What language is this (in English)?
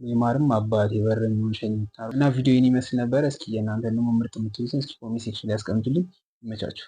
Amharic